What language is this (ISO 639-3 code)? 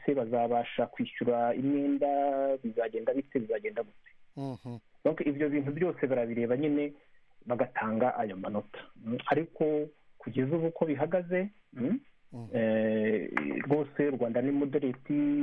kin